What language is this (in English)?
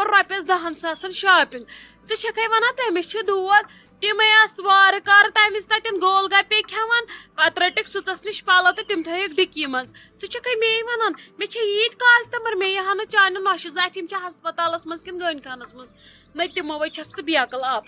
Kashmiri